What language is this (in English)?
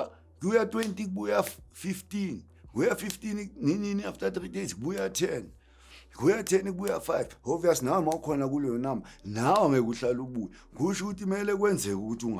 Zulu